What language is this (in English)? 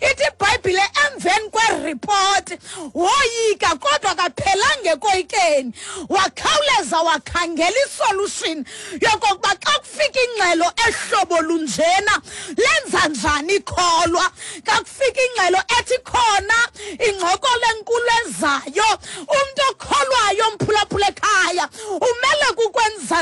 Xhosa